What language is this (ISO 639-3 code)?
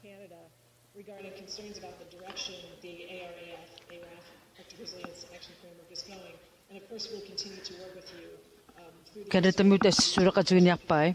kal